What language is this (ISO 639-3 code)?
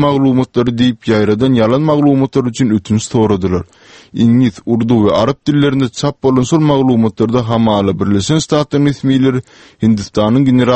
tuk